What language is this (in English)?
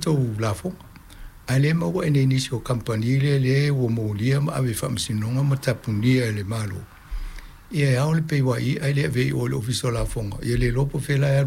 Samoan